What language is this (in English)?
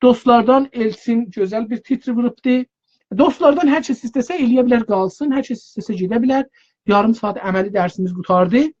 South Azerbaijani